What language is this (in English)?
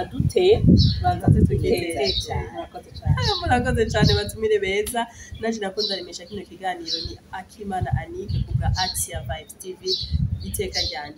Rundi